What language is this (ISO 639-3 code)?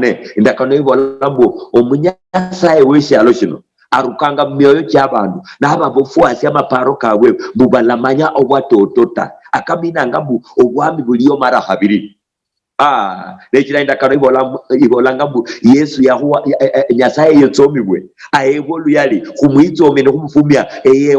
luy